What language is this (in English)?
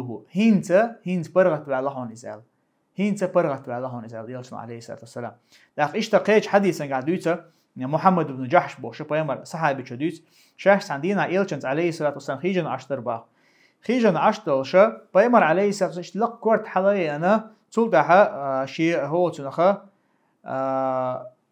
Chechen